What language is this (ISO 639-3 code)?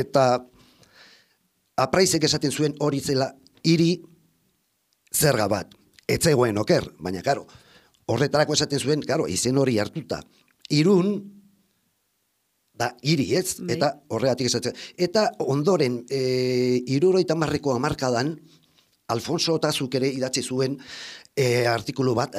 eus